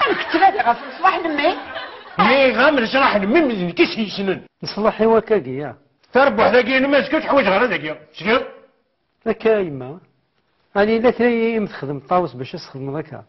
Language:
Kabyle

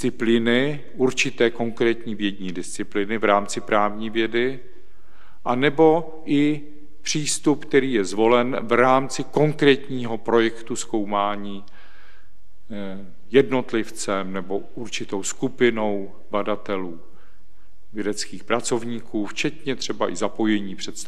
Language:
Czech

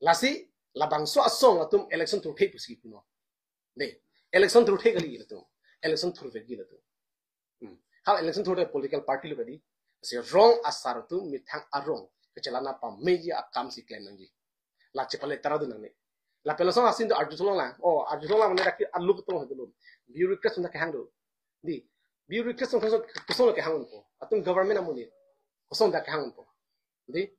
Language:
Karbi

